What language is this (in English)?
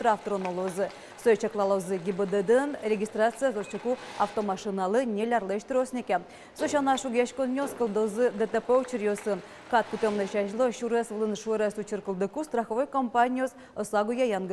Udmurt